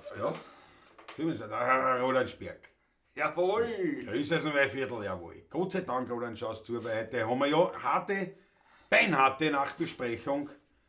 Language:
Bavarian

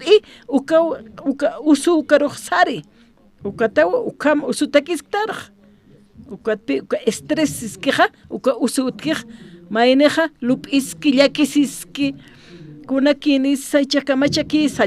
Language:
Aymara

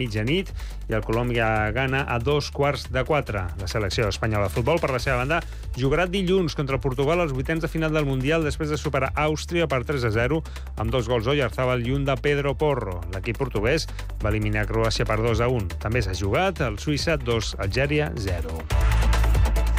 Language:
Catalan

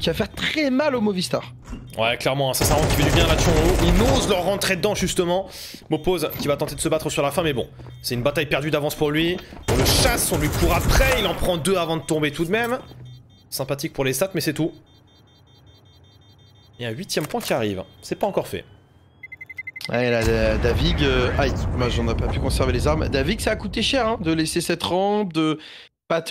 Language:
French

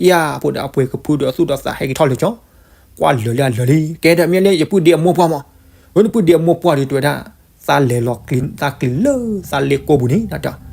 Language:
S'gaw Karen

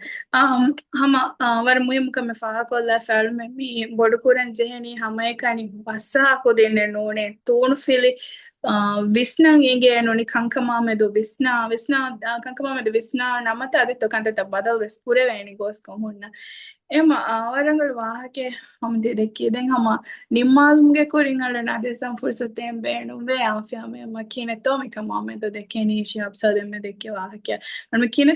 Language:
Divehi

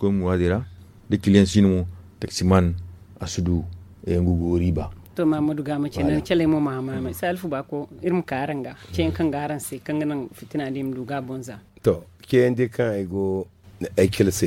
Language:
Zarma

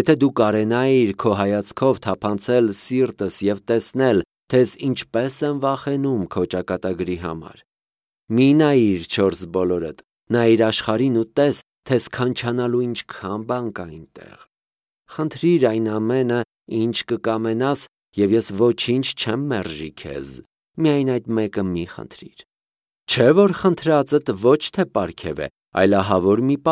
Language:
Armenian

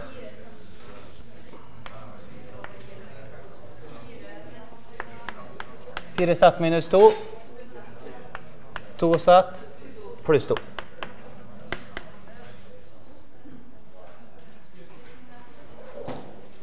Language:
Norwegian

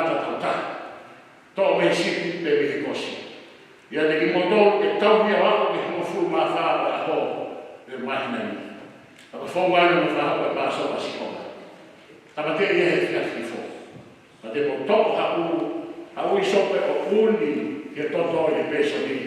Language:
Tongan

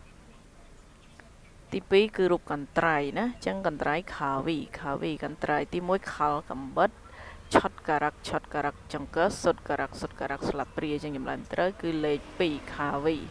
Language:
Khmer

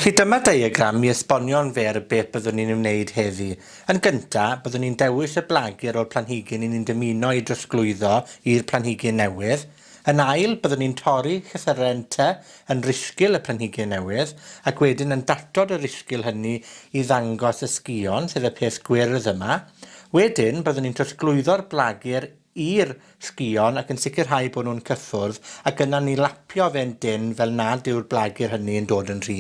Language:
Welsh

